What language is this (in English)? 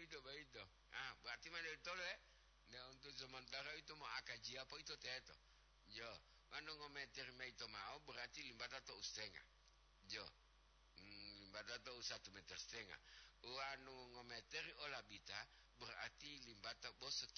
Gorontalo